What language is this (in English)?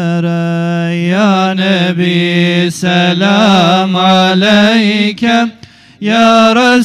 Bosnian